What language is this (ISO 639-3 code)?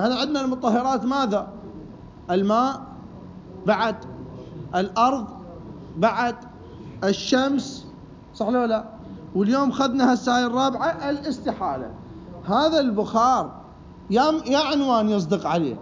acm